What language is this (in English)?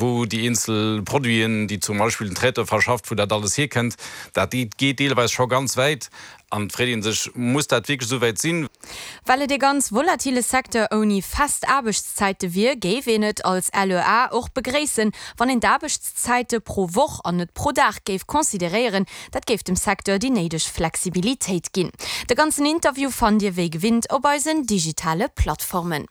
Luxembourgish